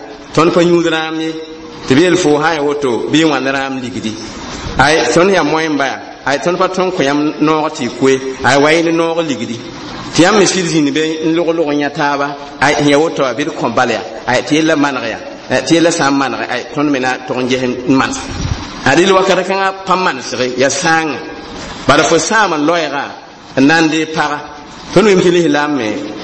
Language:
Mossi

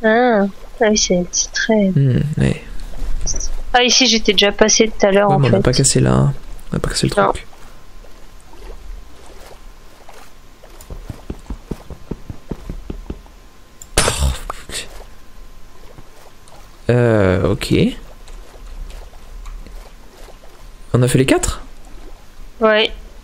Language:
French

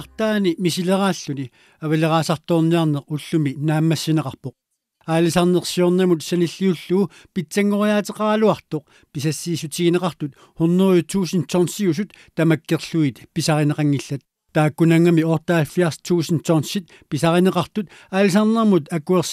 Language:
Kalaallisut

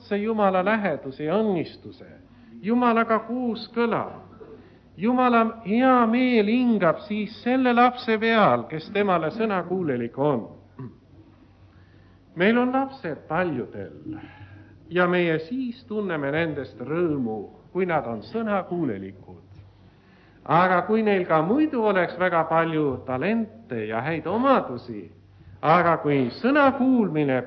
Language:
Estonian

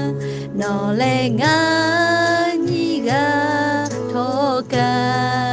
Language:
Lahu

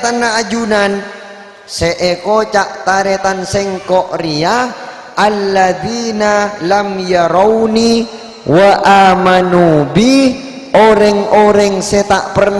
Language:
Madurese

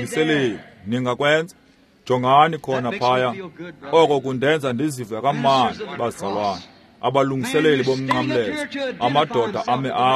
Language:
Xhosa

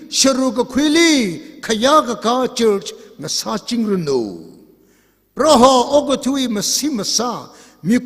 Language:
Tangkhul Naga (India)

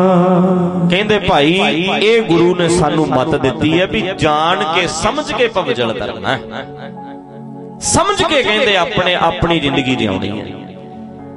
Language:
Punjabi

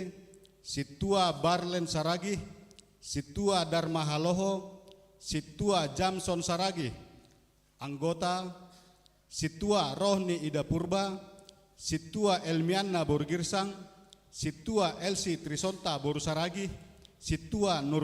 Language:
Batak Simalungun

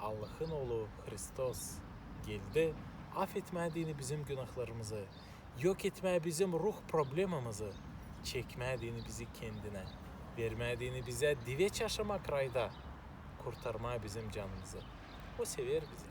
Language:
Gagauz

